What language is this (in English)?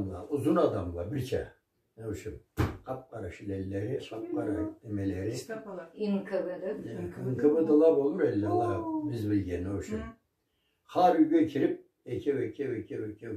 Karachay-Balkar